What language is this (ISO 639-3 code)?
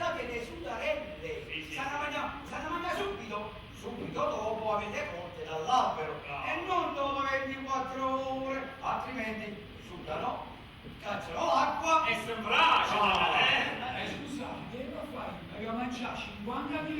nap